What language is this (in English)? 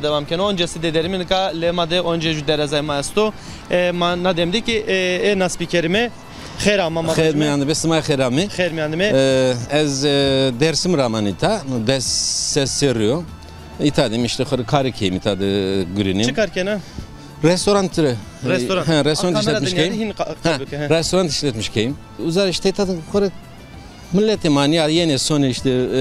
Zaza